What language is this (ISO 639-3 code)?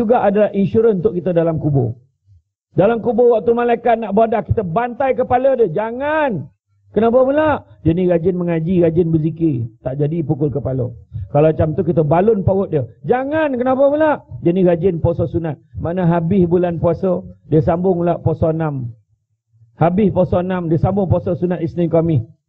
msa